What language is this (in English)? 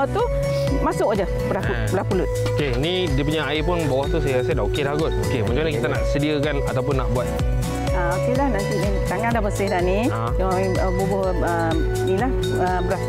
Malay